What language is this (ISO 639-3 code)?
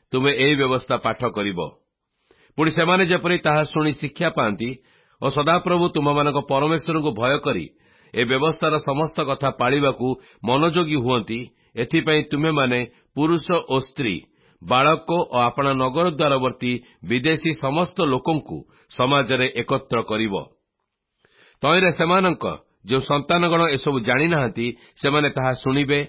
ori